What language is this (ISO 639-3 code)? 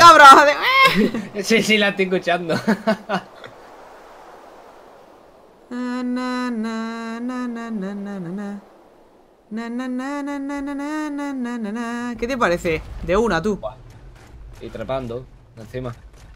spa